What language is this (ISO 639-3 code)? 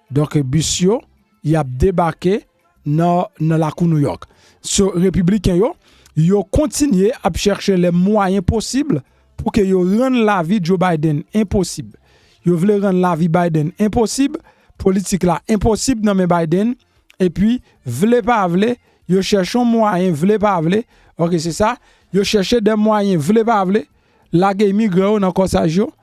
hat